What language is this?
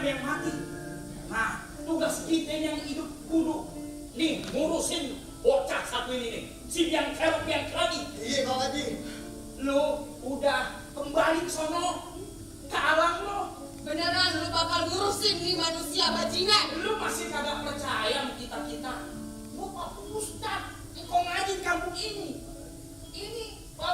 Betawi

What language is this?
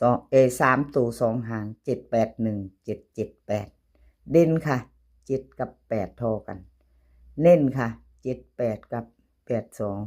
Lao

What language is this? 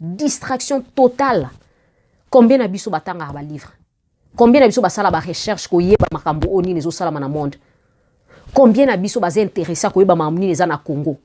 Lingala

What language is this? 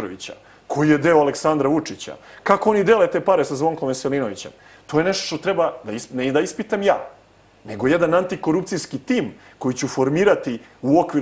Serbian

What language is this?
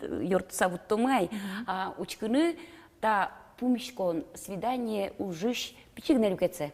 Udmurt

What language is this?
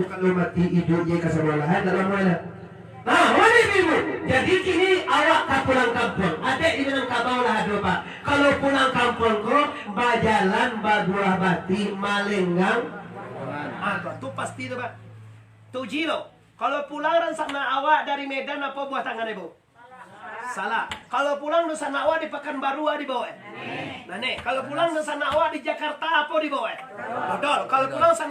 Minangkabau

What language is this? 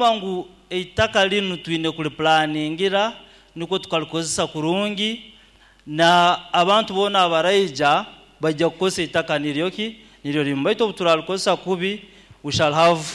Nyoro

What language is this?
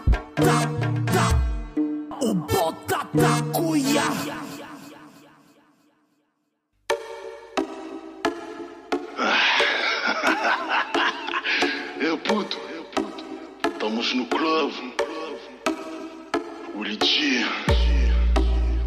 Portuguese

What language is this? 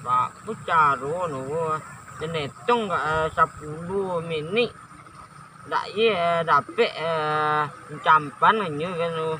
Minangkabau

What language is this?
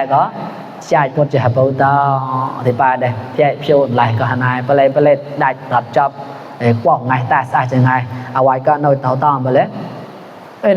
Mon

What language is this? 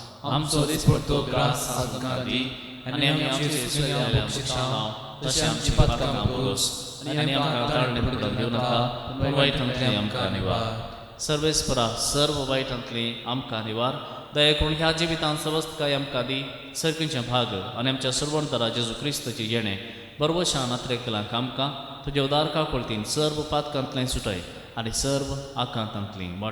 Konkani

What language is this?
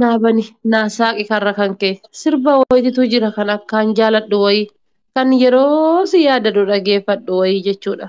Oromo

